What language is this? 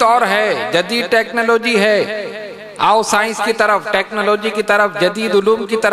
Urdu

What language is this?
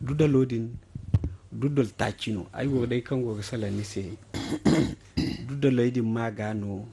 Zarma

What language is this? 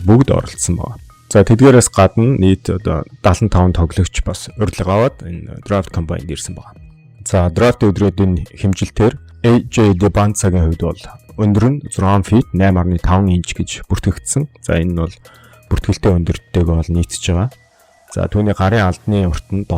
Mongolian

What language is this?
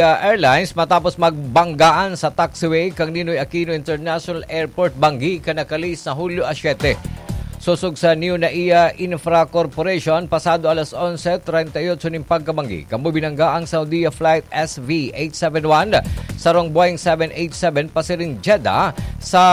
Bikol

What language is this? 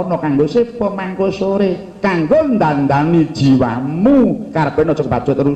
Javanese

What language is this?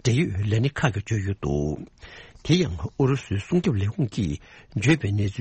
Tibetan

